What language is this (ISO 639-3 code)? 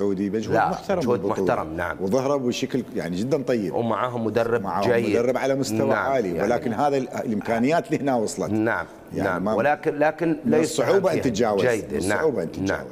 acm